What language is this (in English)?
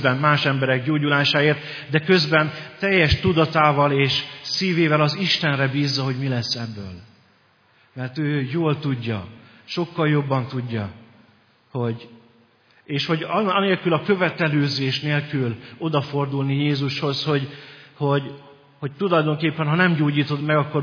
Hungarian